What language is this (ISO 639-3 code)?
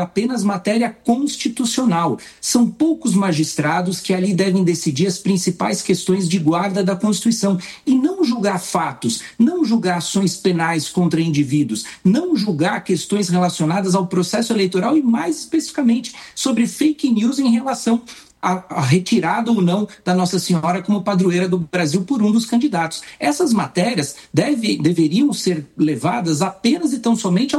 por